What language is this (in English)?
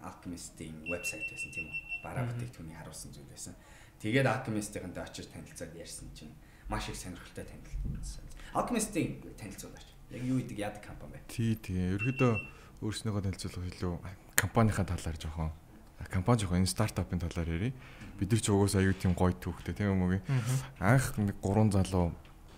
Mongolian